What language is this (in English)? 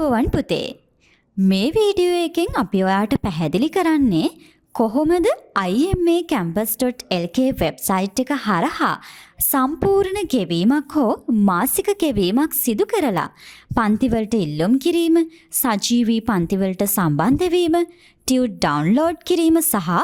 Sinhala